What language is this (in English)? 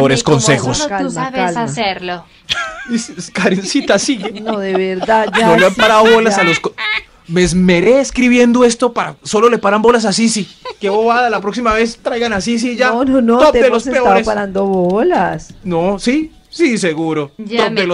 Spanish